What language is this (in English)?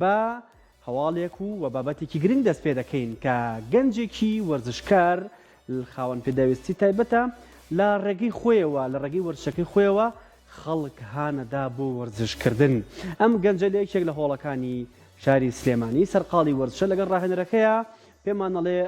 Central Kurdish